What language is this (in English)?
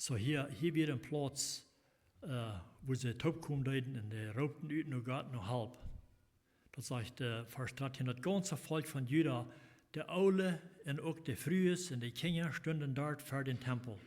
Plautdietsch